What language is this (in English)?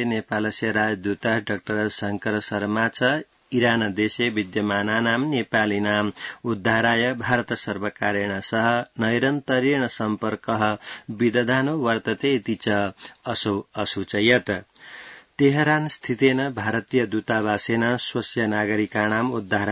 Sanskrit